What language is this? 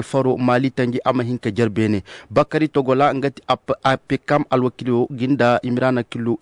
Koyraboro Senni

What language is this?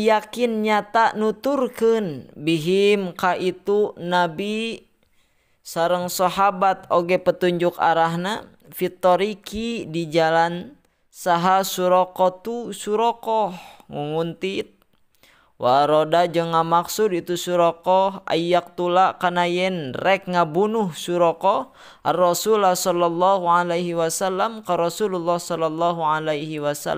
Sundanese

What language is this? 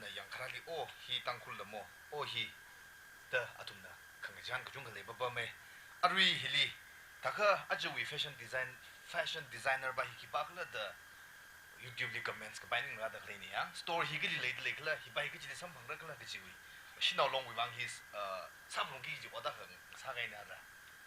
Tangkhul Naga (India)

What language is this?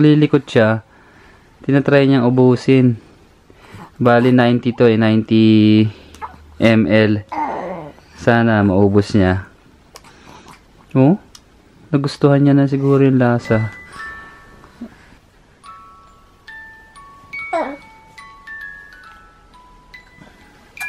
Filipino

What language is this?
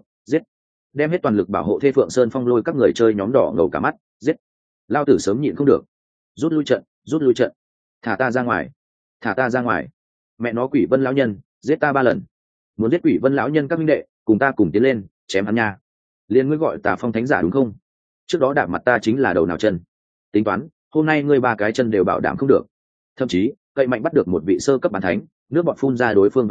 Vietnamese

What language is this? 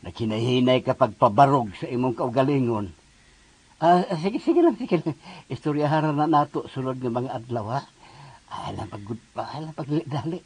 Cebuano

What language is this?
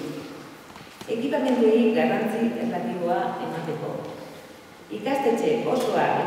Basque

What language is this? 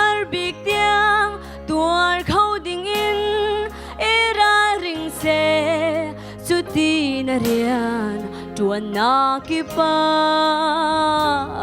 Hakha Chin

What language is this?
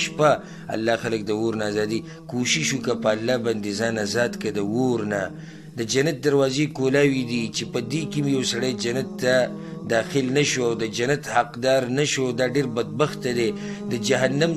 Pashto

